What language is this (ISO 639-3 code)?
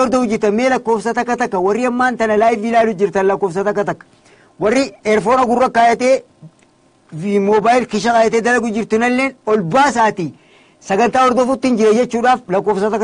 orm